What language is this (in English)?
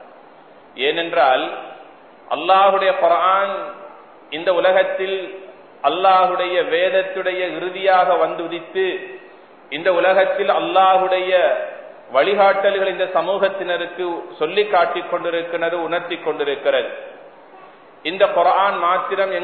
Tamil